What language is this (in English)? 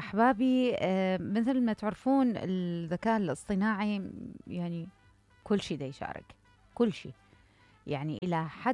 Mesopotamian Arabic